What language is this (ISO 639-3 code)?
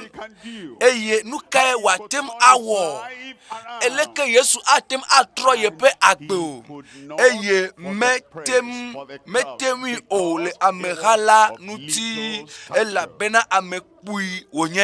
ewe